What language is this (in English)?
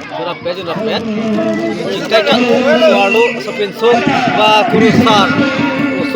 Karbi